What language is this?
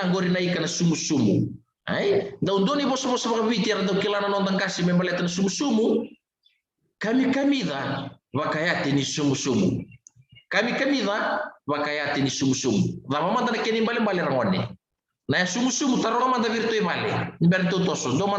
Fijian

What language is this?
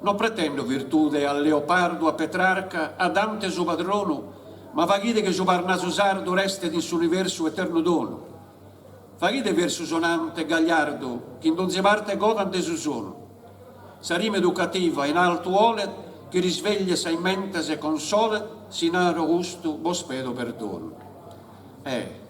Sardinian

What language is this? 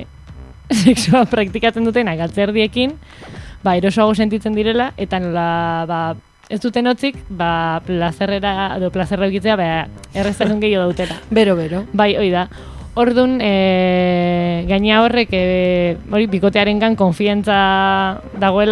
Basque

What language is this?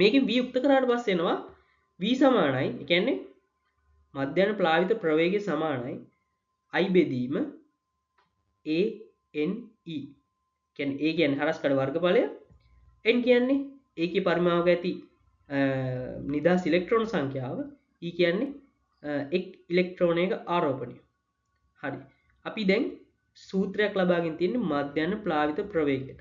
Sinhala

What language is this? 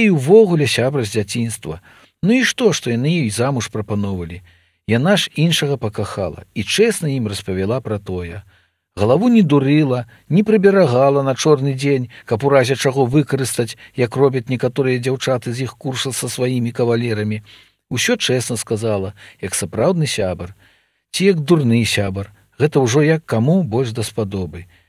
Belarusian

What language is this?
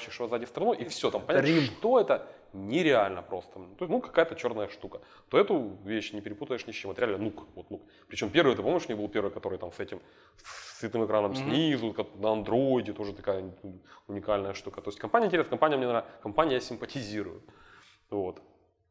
Russian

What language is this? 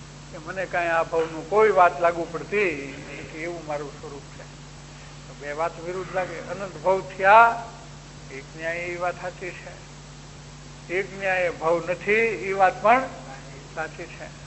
Gujarati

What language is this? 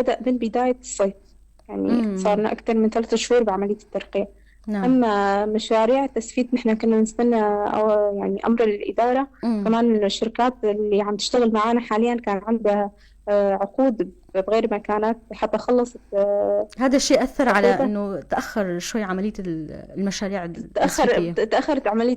North Levantine Arabic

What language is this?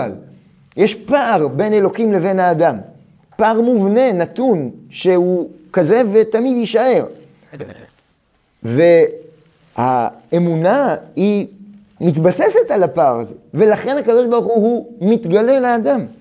Hebrew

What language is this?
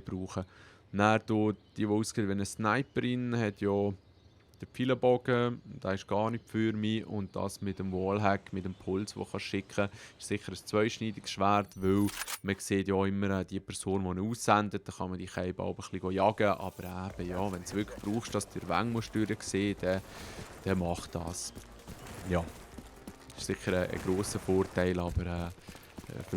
Swiss German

